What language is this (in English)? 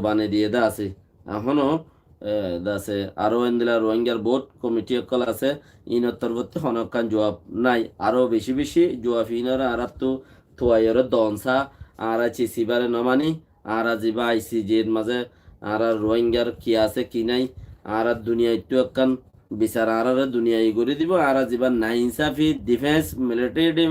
Rohingya